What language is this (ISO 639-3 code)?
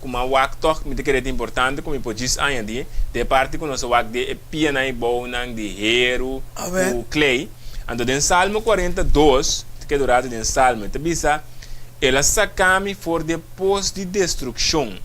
pap